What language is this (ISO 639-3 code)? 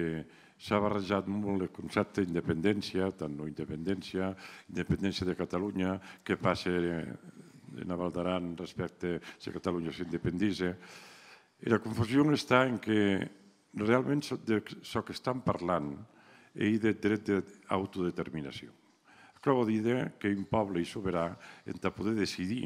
oci